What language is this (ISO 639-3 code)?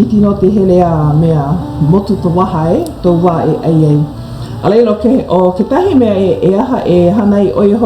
haw